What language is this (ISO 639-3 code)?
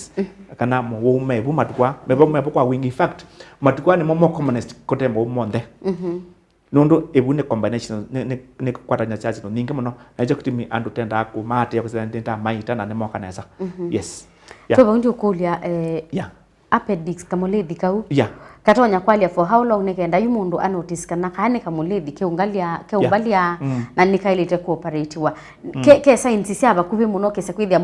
kam